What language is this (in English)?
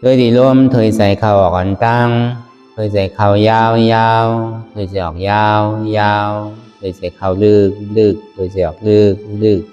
Shan